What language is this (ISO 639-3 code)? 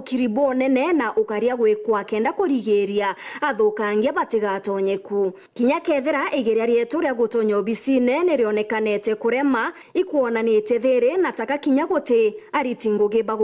mer